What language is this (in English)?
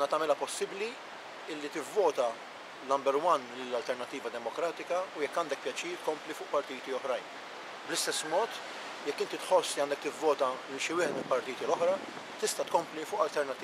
Maltese